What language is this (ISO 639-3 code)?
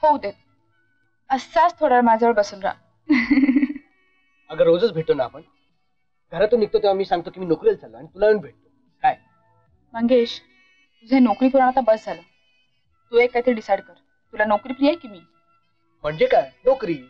mar